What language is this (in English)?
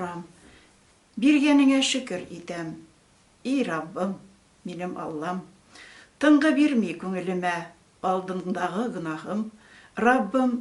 Tatar